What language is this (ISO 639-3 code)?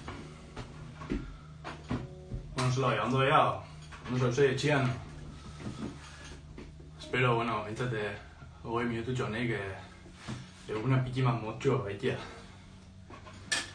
eus